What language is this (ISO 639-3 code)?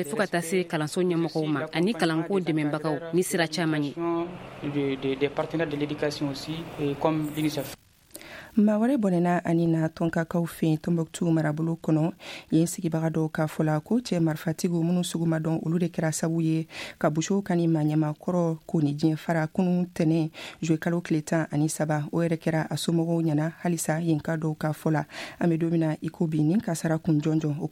bam